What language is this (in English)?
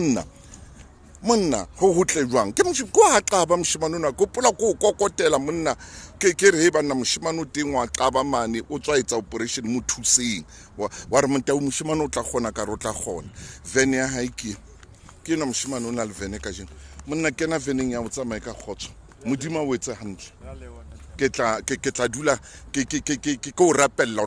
Southern Sotho